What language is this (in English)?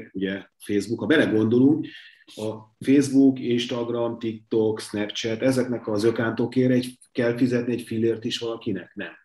Hungarian